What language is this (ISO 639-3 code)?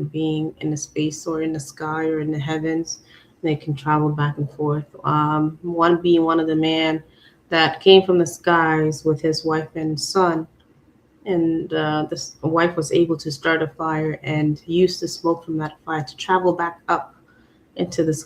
ach